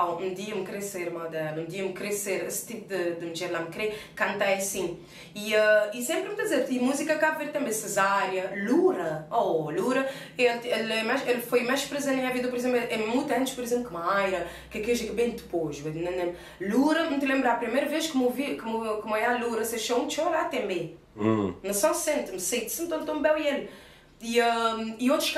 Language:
Kabuverdianu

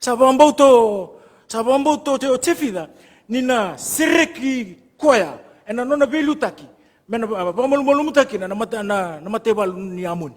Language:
Fijian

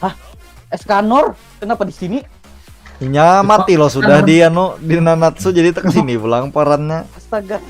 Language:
Banjar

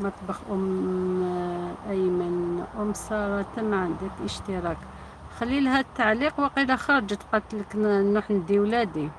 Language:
Algerian Arabic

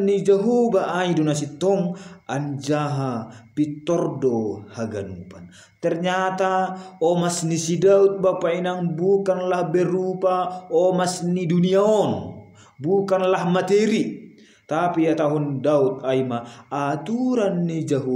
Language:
Batak Simalungun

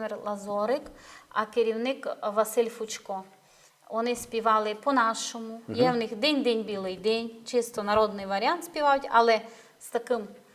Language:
Rusyn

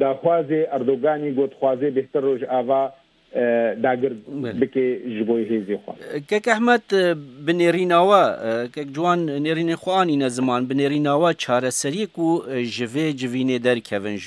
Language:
Kurdish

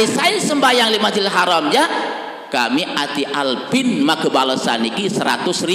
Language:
Sasak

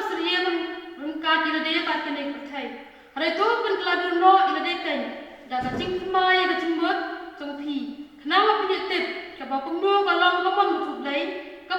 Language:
Khasi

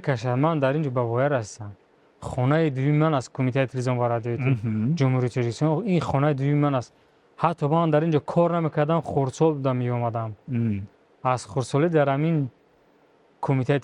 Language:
Tajik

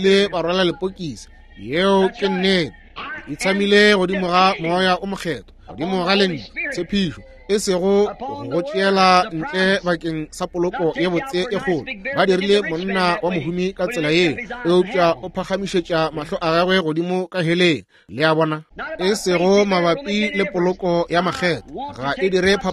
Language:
Northern Sotho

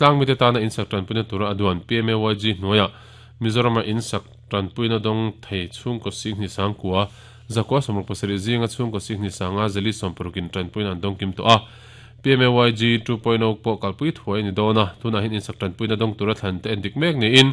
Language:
Mizo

